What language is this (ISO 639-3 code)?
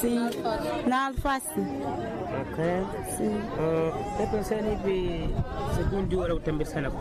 seh